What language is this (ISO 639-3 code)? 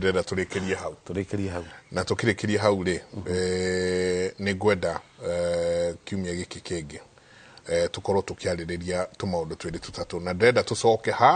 kik